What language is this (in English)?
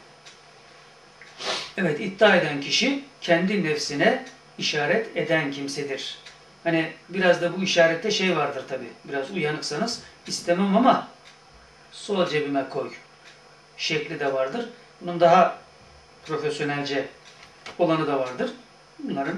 Turkish